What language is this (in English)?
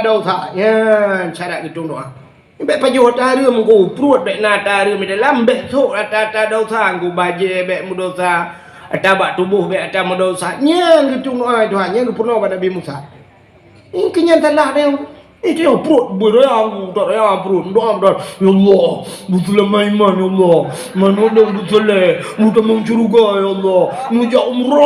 Achinese